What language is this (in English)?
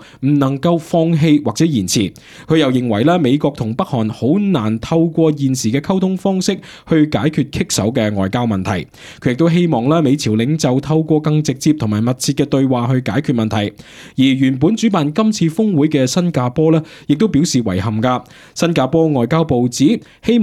Cantonese